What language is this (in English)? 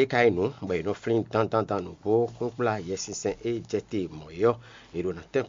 Fon